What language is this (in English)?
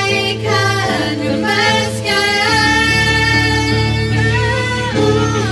Lahu